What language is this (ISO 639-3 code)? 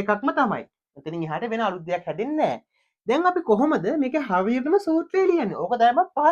sin